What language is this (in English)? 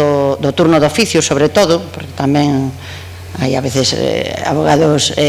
Galician